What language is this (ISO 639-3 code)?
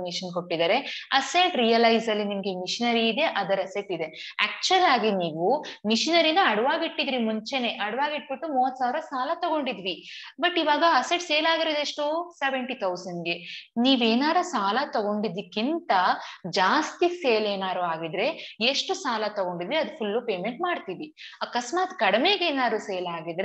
kan